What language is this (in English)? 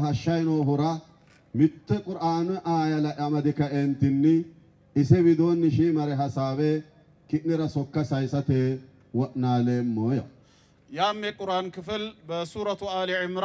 Sidamo